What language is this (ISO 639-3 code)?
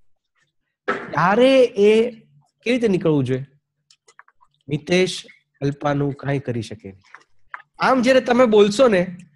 guj